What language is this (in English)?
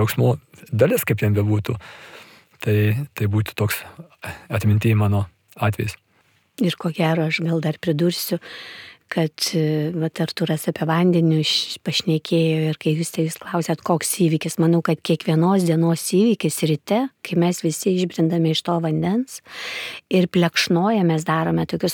Lithuanian